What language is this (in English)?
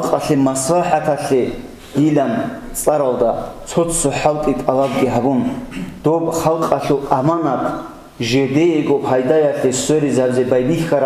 Avaric